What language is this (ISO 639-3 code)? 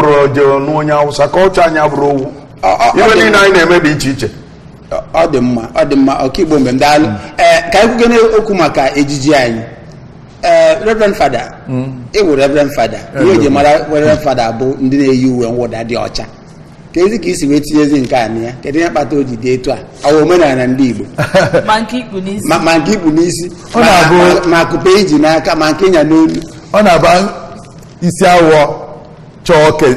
ibo